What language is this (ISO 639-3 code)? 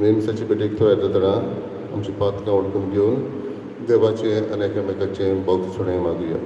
kok